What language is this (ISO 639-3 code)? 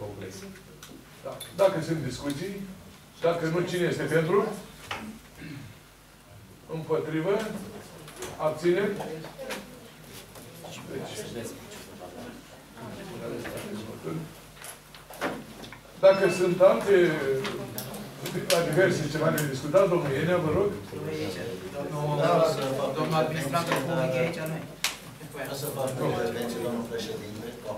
ron